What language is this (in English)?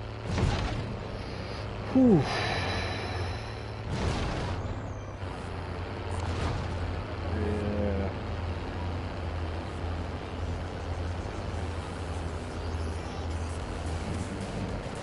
English